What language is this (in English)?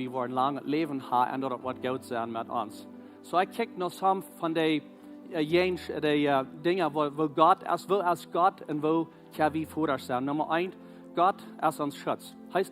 Plautdietsch